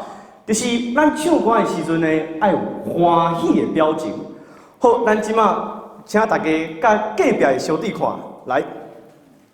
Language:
Min Nan Chinese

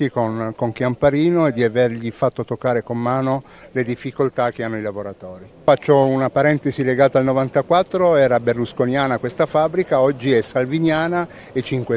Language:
Italian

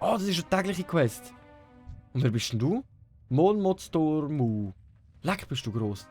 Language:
Swiss German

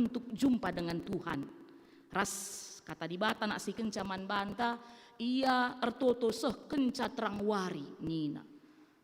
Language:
Batak Karo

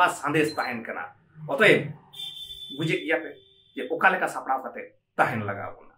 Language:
Santali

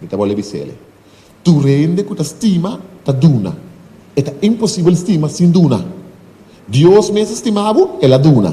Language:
Papiamento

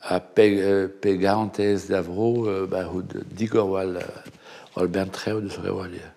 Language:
Breton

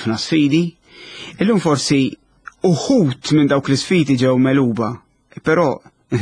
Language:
Maltese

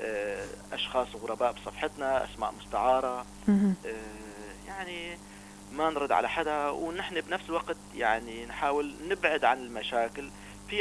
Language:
North Levantine Arabic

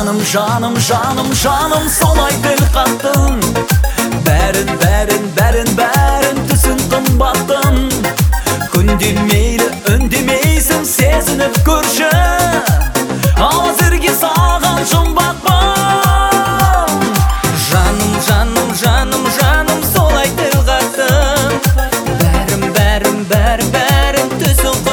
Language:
Kazakh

